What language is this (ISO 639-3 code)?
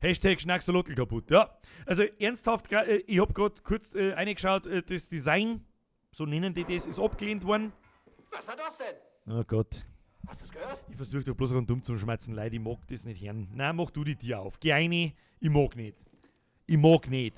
bar